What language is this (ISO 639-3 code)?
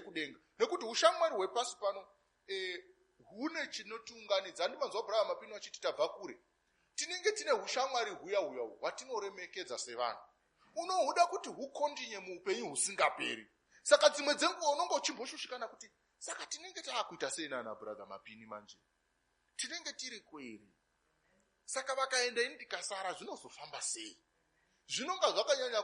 sna